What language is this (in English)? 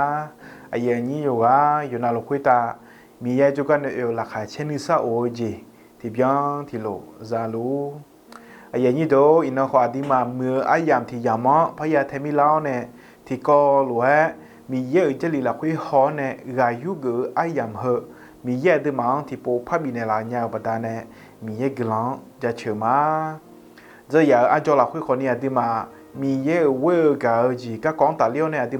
Akha